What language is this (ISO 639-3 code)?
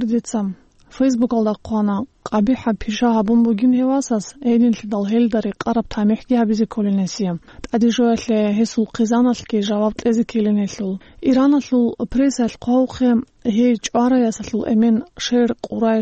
ava